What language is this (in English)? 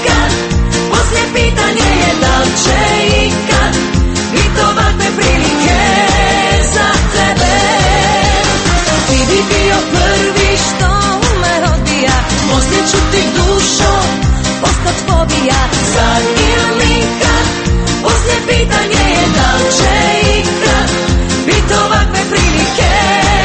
Croatian